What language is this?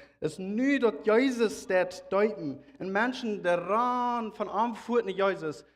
Plautdietsch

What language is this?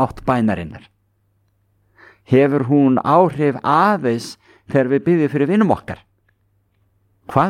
Icelandic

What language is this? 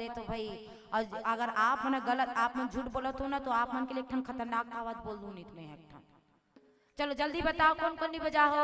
Chhattisgarhi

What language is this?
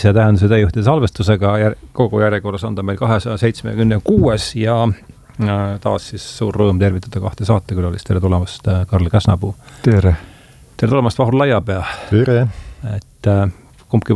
Estonian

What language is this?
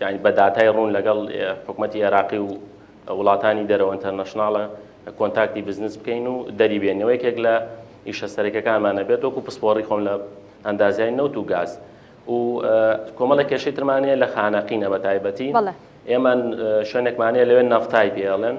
Central Kurdish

